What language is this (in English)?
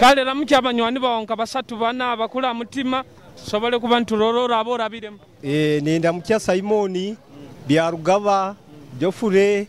Nyoro